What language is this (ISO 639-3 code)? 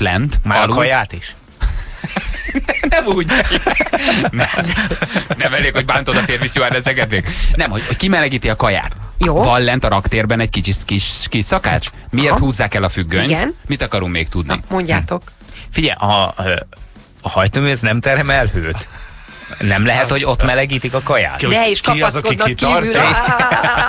hun